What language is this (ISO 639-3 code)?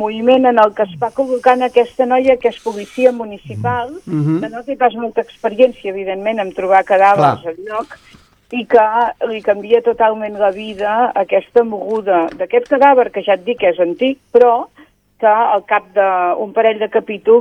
cat